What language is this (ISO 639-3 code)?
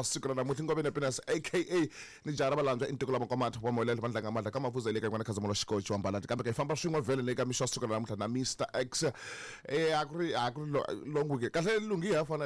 tso